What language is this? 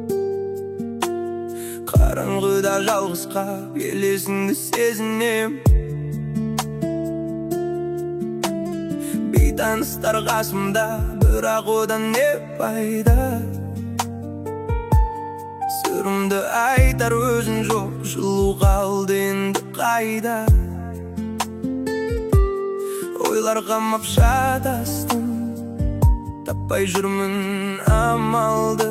Kazakh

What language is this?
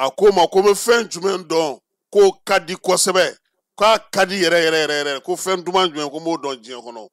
Bambara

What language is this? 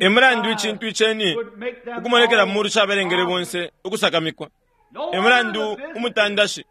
Bemba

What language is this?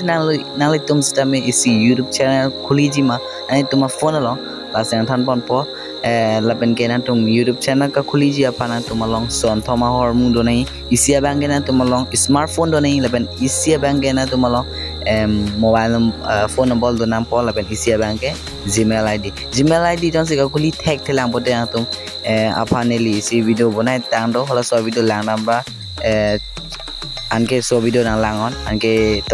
Karbi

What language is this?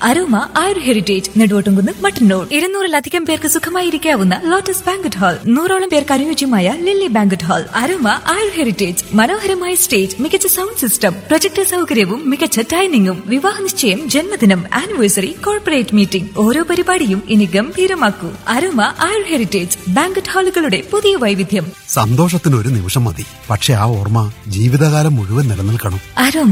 Malayalam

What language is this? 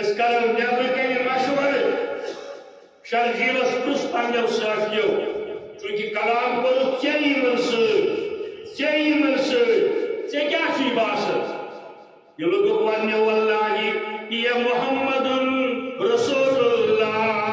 Kashmiri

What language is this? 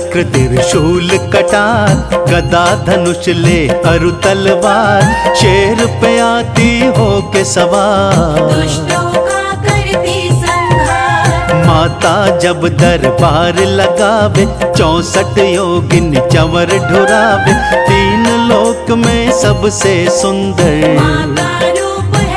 Hindi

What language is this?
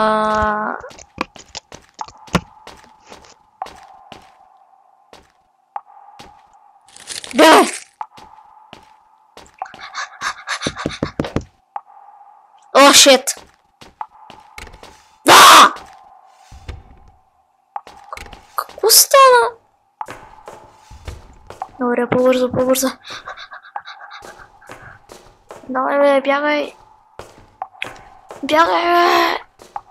Bulgarian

